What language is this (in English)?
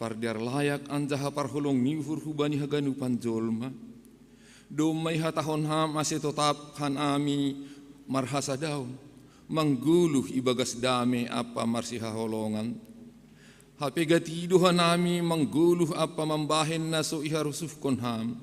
Batak Simalungun